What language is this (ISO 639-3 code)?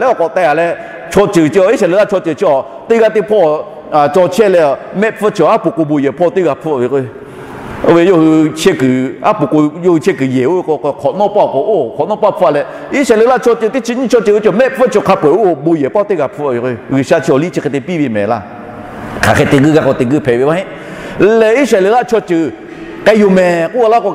lhu